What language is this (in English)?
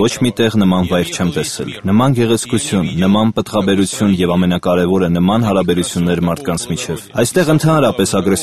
Armenian